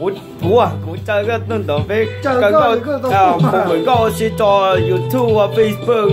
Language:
Hmong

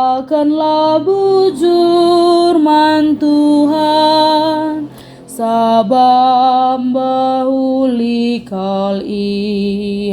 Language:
Batak Karo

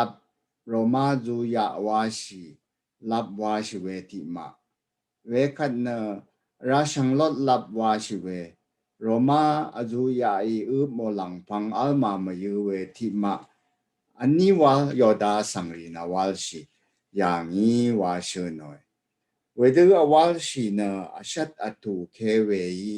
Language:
Rawang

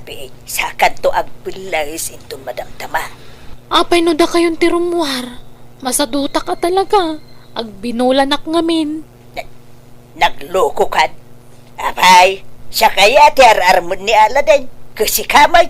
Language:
Iloko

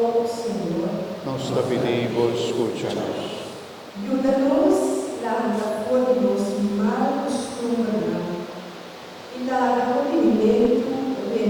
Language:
Papiamento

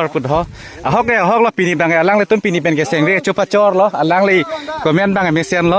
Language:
Karbi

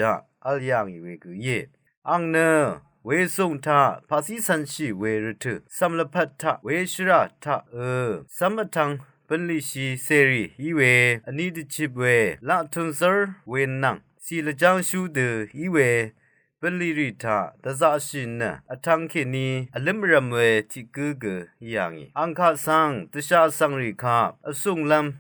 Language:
Rawang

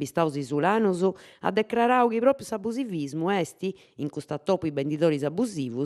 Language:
Sardinian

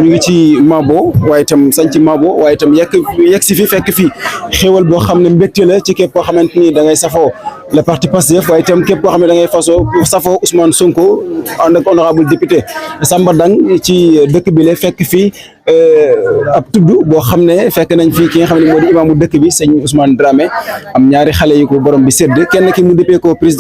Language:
Wolof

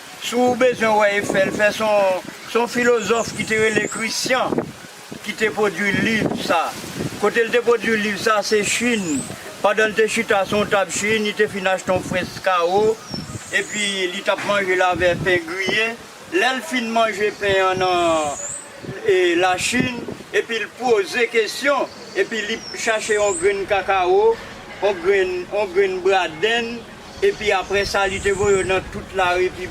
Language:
Haitian Creole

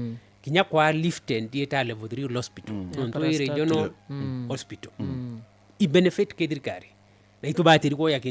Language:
Meru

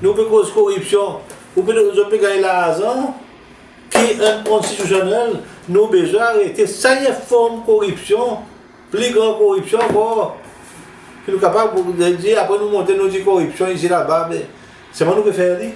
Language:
Seselwa Creole French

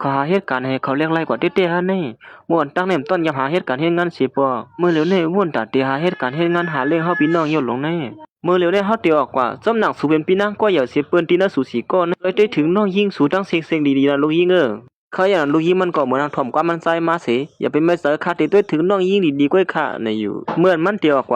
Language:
Shan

